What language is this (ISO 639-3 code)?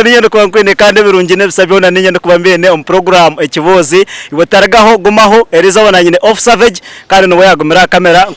nyn